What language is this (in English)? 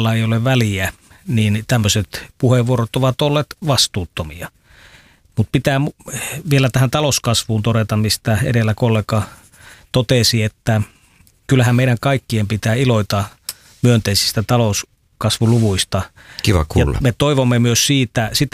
Finnish